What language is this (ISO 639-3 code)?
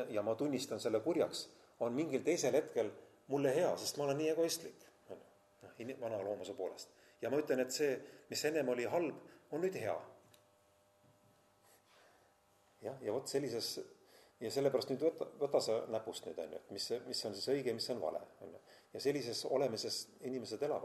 est